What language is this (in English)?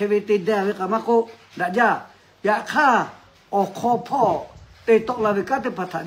Lahu